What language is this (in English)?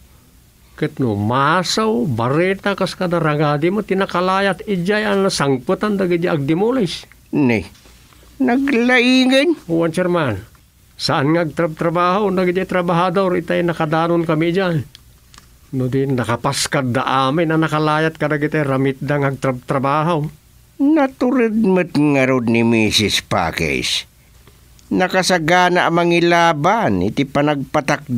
Iloko